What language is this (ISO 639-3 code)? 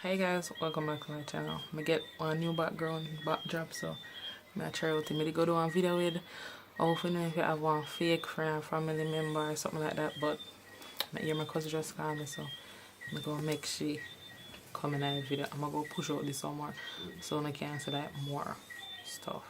jam